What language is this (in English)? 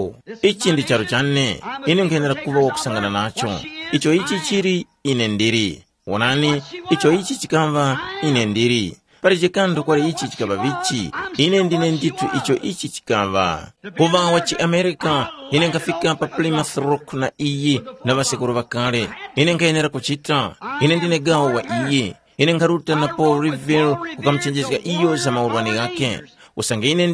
Tumbuka